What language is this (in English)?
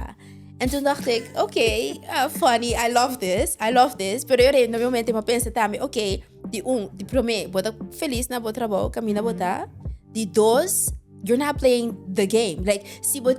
Papiamento